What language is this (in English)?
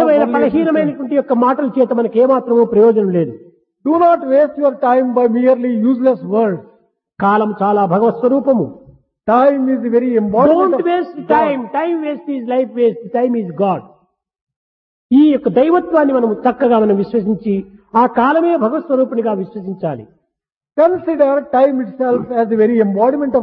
Telugu